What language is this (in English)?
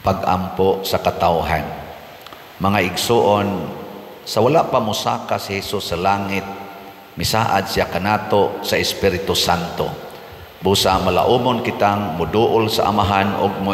Cebuano